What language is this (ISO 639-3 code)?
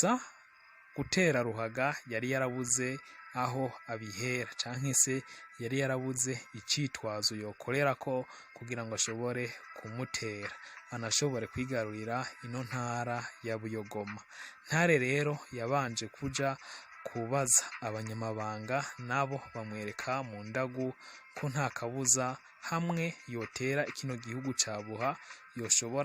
run